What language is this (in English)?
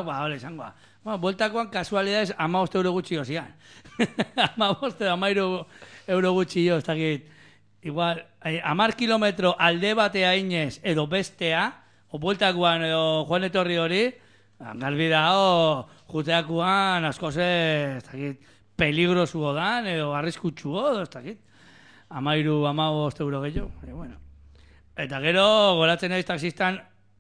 Basque